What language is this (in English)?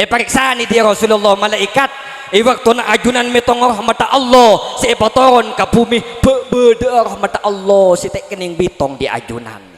Madurese